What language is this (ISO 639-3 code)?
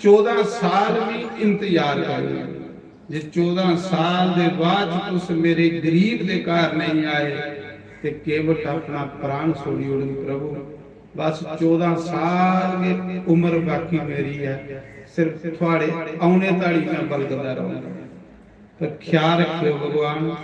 doi